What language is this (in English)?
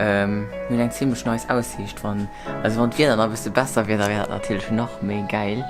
Luxembourgish